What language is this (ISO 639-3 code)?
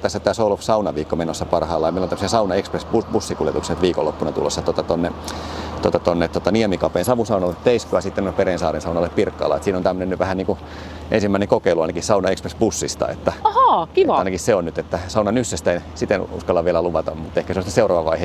fin